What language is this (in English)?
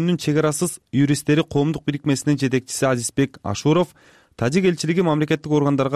Kyrgyz